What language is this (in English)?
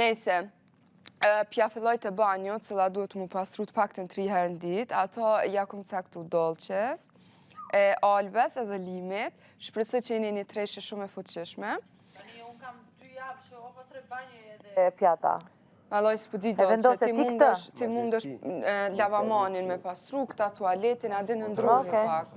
Albanian